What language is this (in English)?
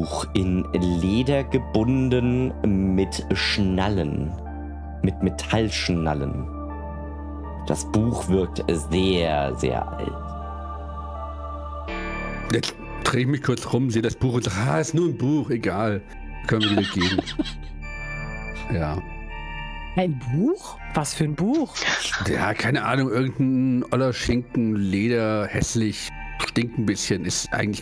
German